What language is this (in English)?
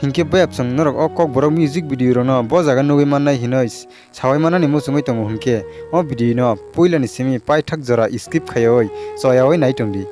Kok Borok